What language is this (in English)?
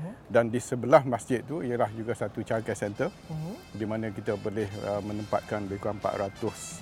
Malay